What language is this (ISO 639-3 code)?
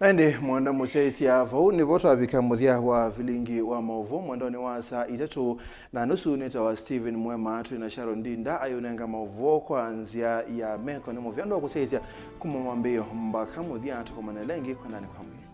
kam